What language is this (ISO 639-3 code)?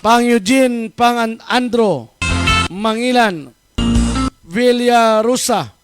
hil